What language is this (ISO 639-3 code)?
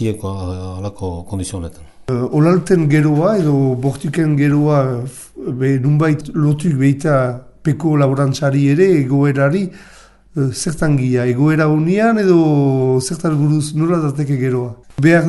eus